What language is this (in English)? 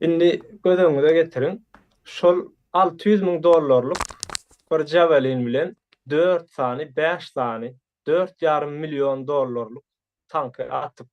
Turkmen